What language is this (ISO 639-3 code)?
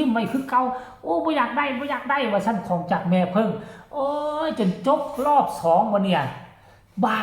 tts